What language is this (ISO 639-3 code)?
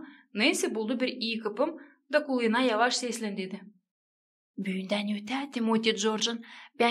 gag